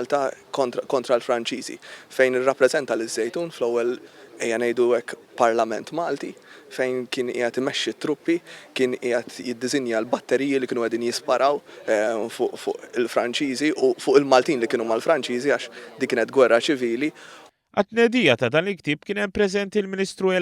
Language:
Maltese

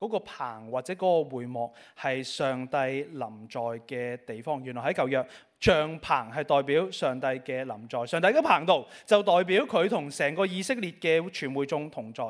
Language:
Cantonese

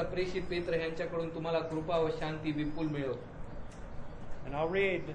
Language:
Marathi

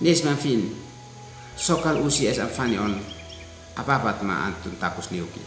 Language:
Uab Meto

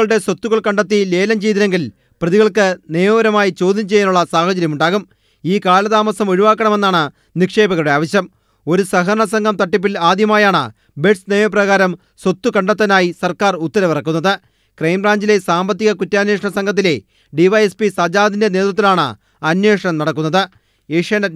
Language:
Malayalam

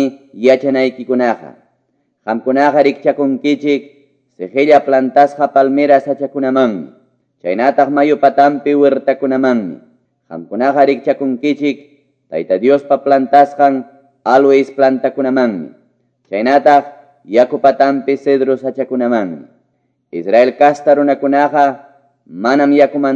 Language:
Quechua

